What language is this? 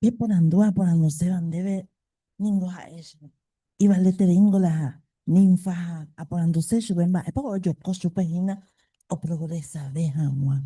Guarani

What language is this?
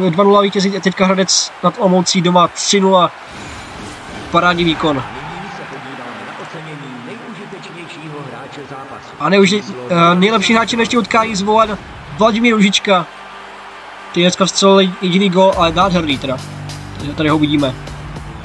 Czech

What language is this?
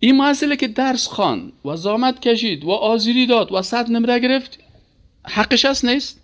Persian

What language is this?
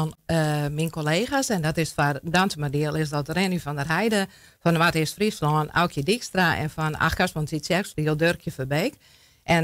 Western Frisian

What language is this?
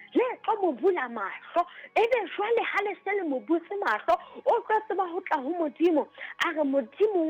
Southern Sotho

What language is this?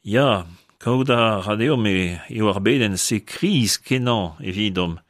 Breton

